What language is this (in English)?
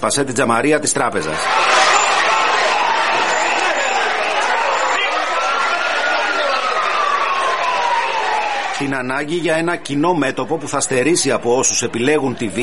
Greek